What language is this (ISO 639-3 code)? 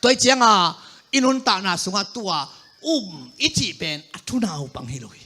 ctd